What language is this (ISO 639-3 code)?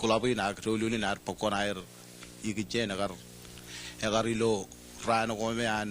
mah